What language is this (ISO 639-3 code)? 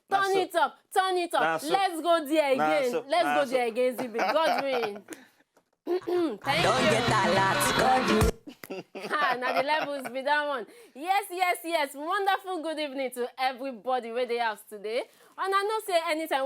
pcm